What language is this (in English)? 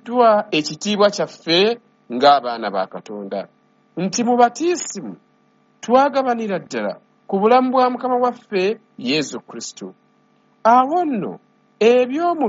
Ganda